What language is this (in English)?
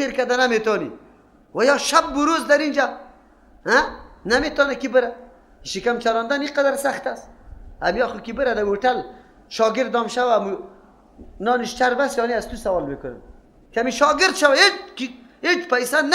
Persian